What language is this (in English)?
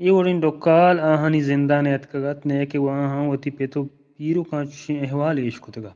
Eastern Balochi